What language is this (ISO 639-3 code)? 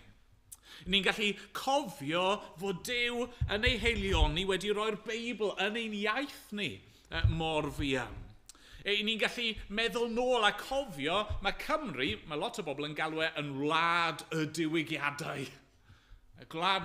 cym